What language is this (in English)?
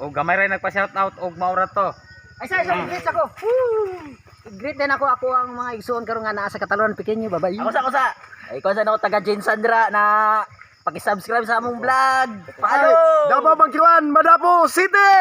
Cebuano